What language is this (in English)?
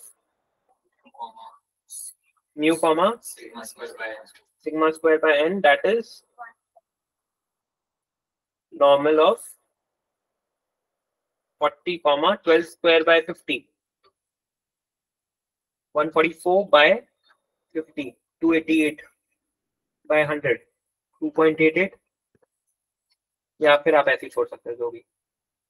Hindi